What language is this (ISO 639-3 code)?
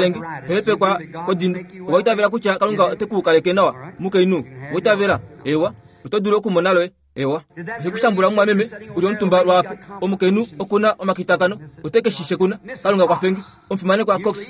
kua